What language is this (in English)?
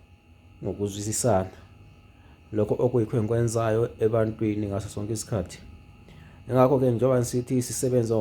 Zulu